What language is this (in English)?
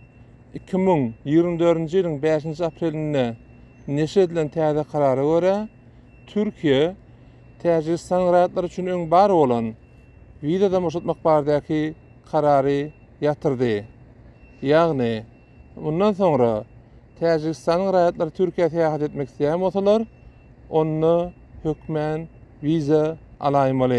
Turkmen